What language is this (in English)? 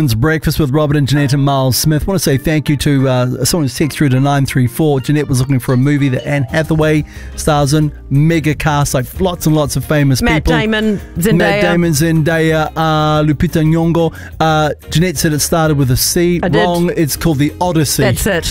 English